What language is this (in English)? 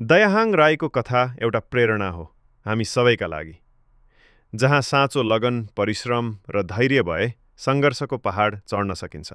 Nepali